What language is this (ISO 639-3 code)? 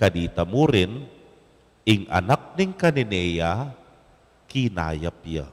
pam